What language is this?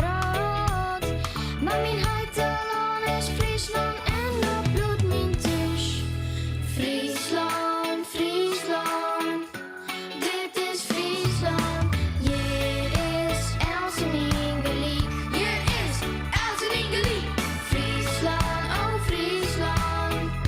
Western Frisian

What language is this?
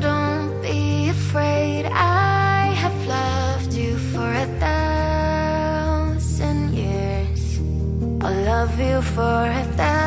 English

